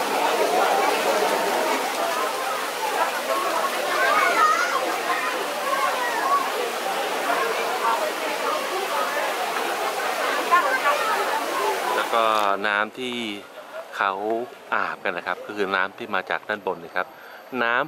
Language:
Thai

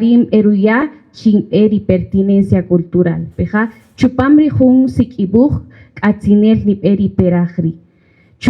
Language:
Kaqchikel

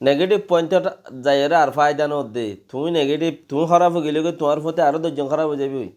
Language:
Rohingya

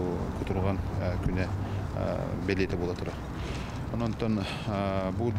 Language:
Yakut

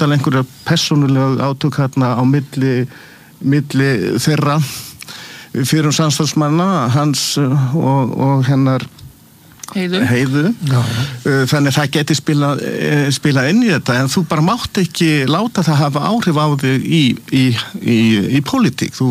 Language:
Icelandic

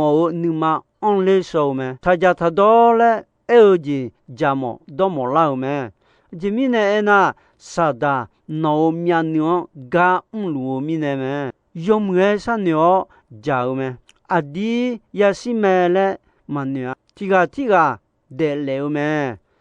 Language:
Akha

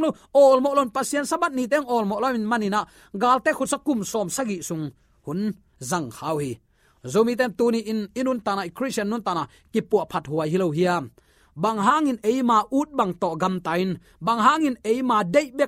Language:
Tedim Chin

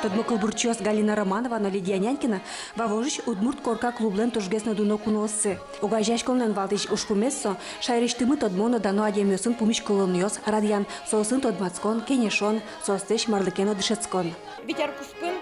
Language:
Udmurt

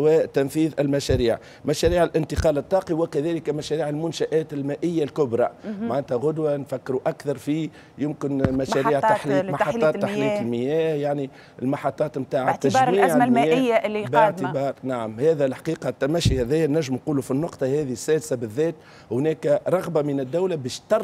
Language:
Tunisian Arabic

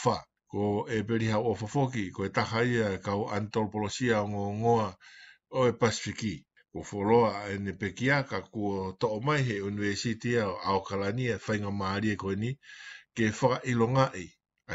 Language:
Tongan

